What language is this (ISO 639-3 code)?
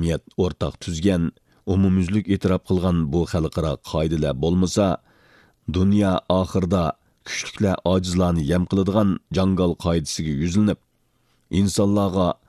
uig